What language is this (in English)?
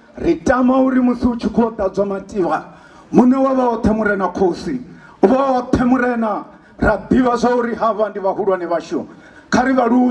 Venda